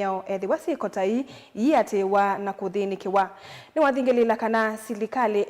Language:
Kamba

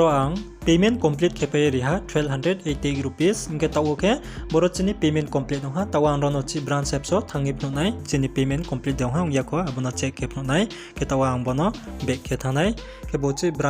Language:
Riang (India)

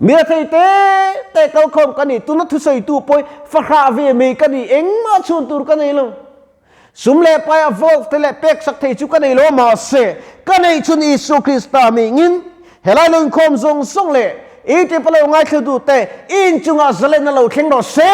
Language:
Mizo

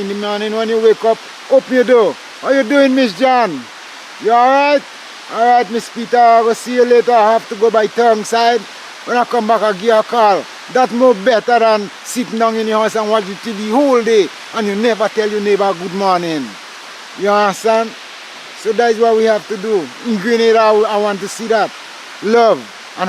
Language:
Jamaican Creole English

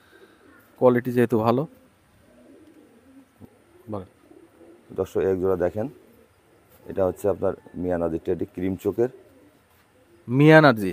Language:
Bangla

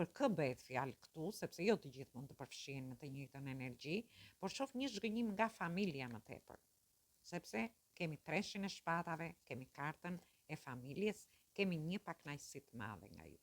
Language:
Albanian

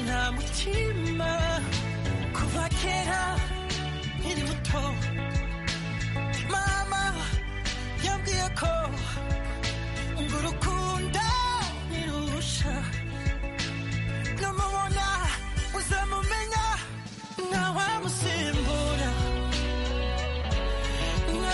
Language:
Kinyarwanda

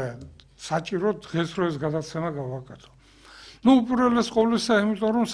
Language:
Georgian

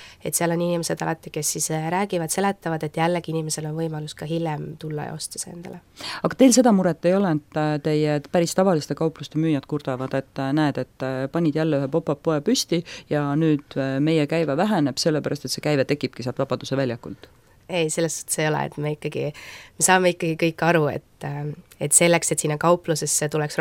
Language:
Estonian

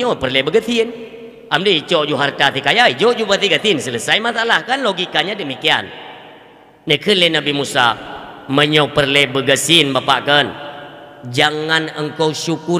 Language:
Achinese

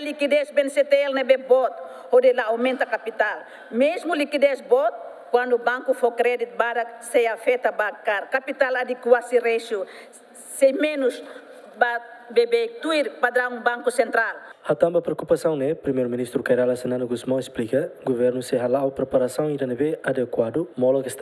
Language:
Tetum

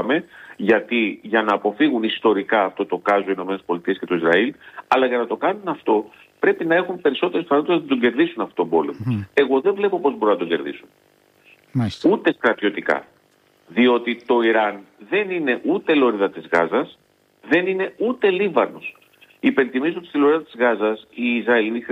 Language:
Greek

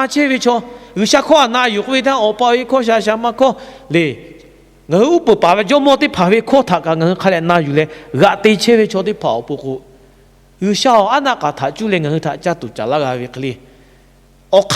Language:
Lahu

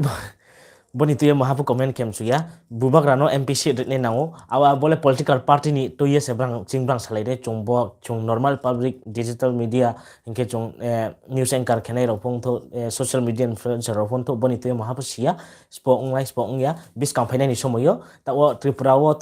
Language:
Riang (India)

